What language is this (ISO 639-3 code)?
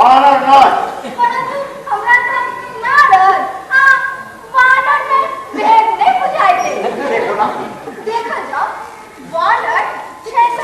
mai